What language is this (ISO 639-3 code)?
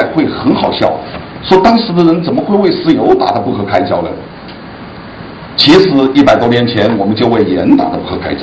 zho